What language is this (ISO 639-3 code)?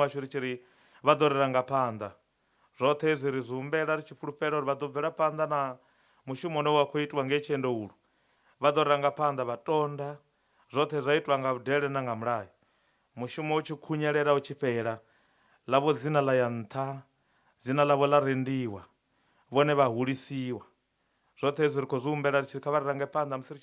ven